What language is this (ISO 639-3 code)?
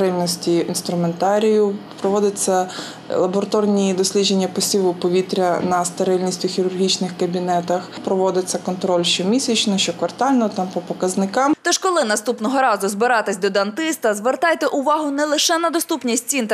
ukr